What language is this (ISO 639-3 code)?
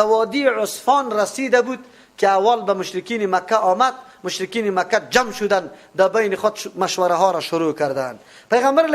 fas